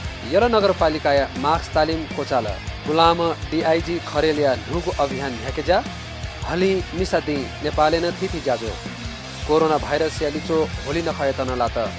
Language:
Newari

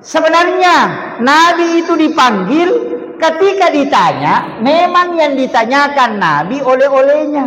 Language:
Buginese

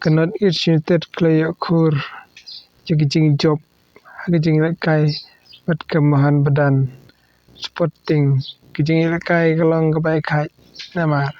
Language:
Khasi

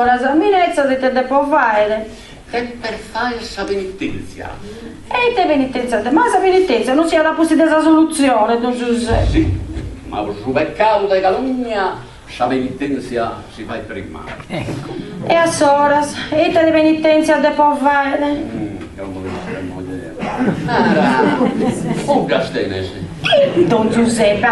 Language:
Sardinian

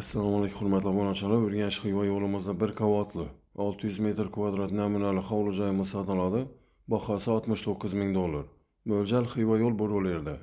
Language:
Uzbek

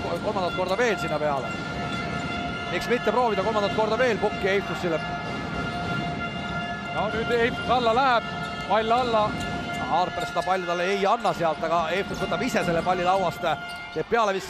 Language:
Estonian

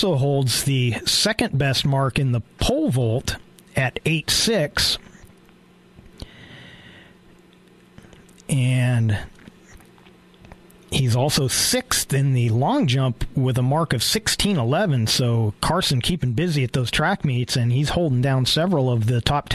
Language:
English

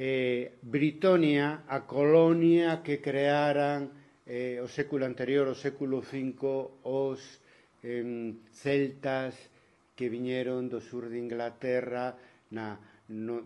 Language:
Galician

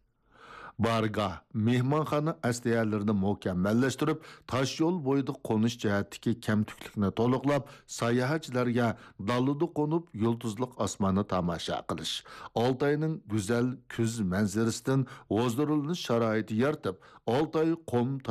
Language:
Uyghur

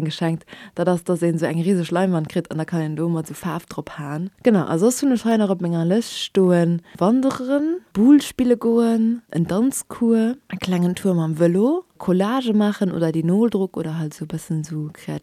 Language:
Luxembourgish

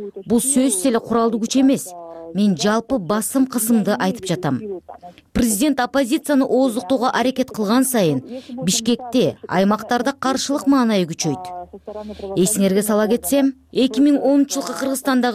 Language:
Kyrgyz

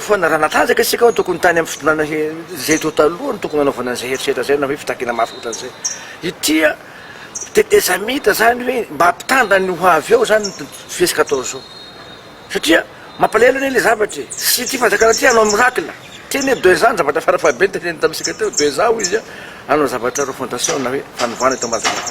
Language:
Malagasy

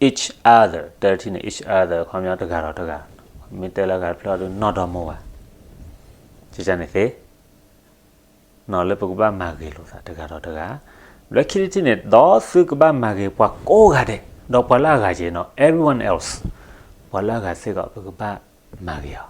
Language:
S'gaw Karen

